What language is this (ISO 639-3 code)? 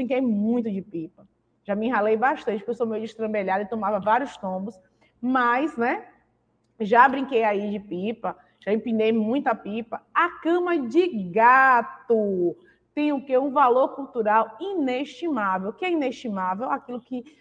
por